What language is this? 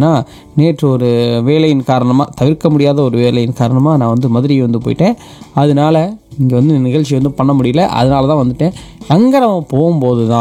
Tamil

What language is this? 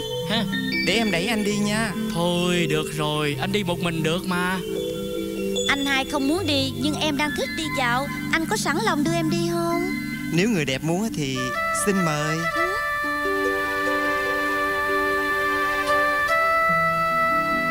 Vietnamese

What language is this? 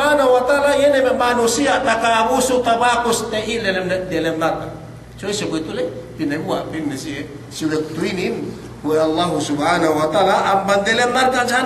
Yakan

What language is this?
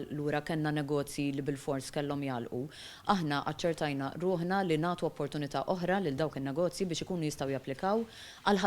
Maltese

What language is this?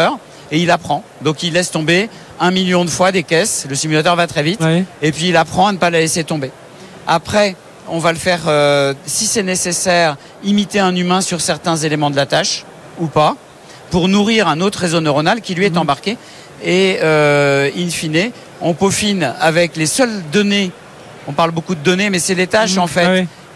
French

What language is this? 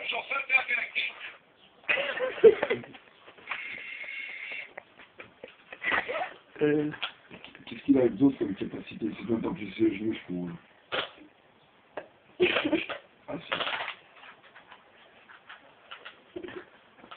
French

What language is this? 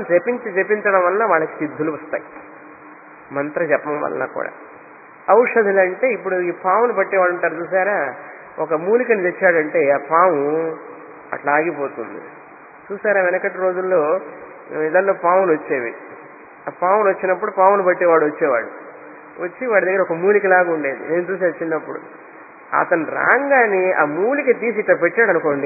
Telugu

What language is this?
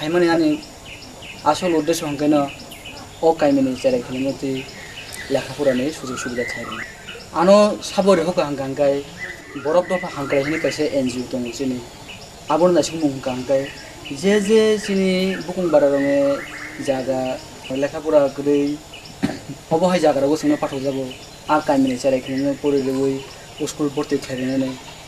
Kok Borok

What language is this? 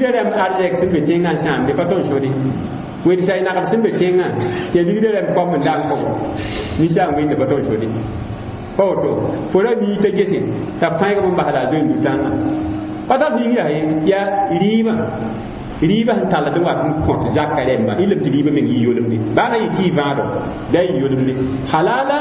Mossi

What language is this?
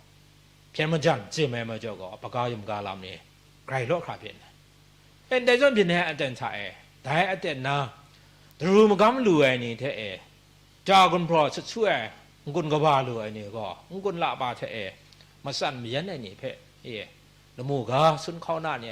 Kachin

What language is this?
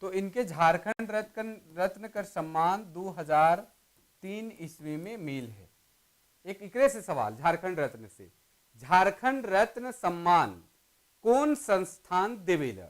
Sadri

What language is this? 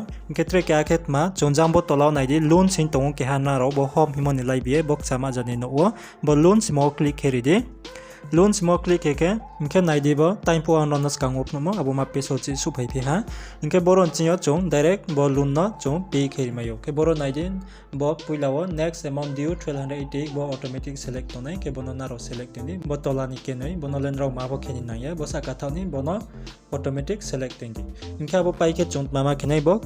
Riang (India)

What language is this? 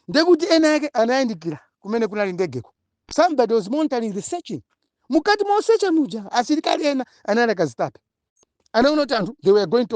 Nyanja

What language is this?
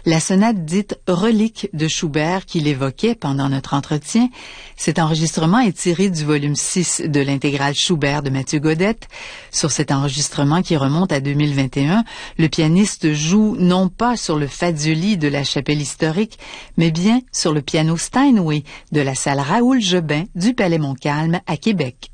French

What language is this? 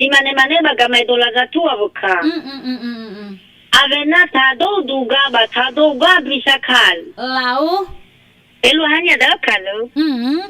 Nias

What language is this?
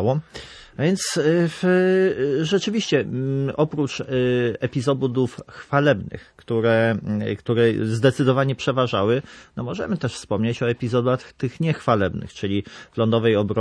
Polish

